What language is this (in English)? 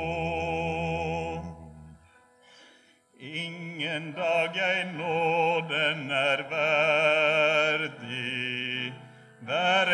Norwegian